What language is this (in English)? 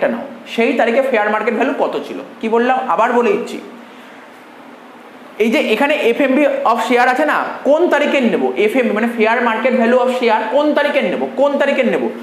Bangla